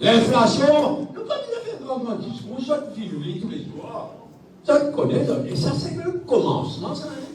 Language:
Morisyen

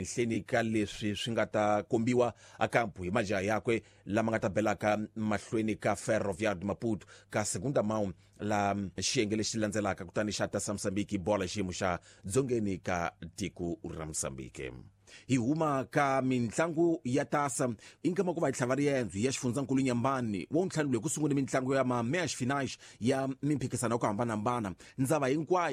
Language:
Tsonga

